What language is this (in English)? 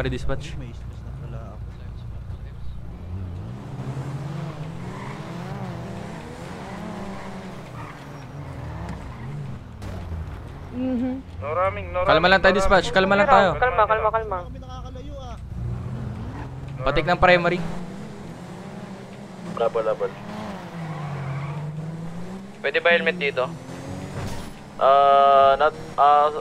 Filipino